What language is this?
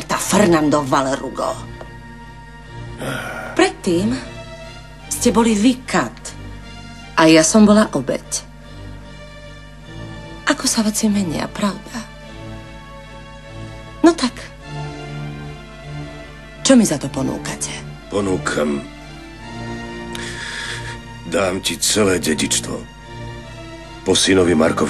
Slovak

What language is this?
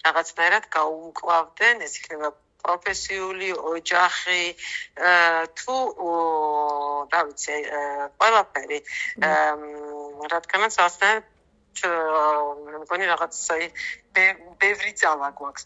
Georgian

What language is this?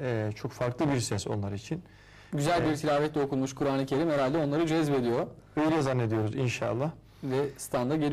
Turkish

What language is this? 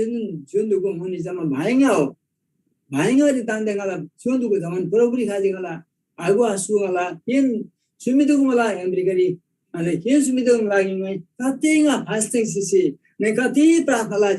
Eastern Tamang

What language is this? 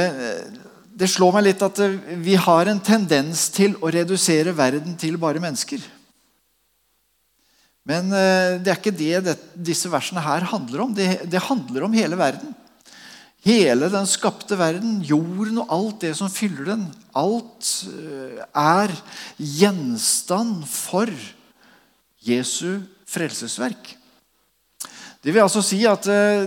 Norwegian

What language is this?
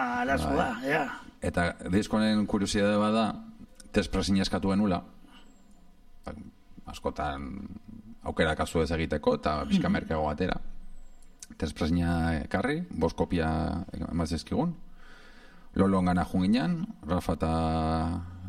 Basque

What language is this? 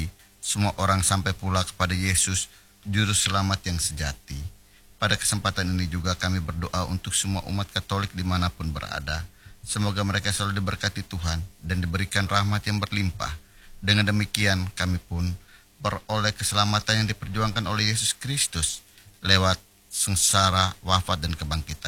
Indonesian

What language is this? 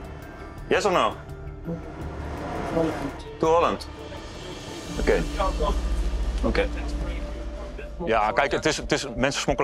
Dutch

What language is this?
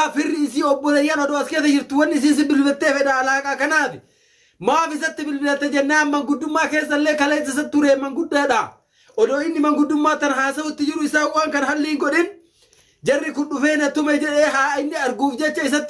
Oromo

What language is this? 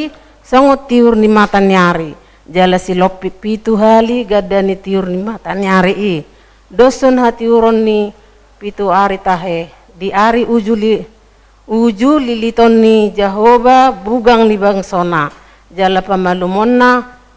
Batak Toba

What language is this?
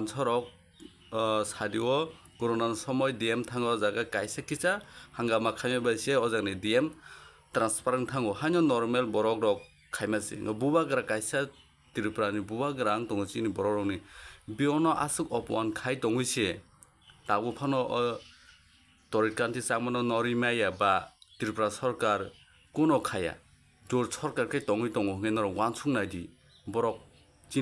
Kok Borok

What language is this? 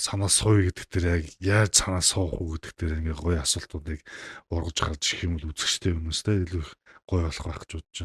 Mongolian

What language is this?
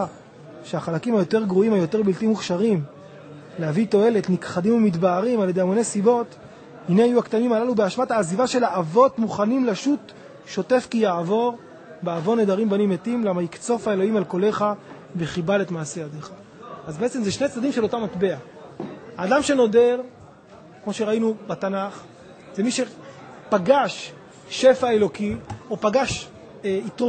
Hebrew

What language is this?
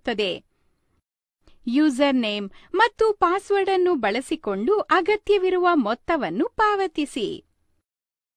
Kannada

